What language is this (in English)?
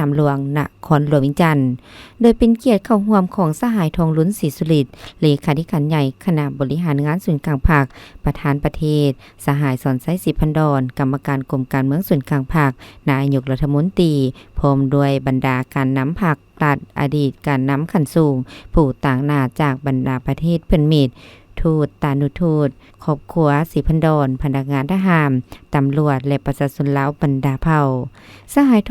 Lao